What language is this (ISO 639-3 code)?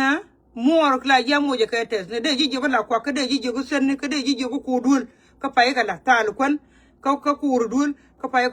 nus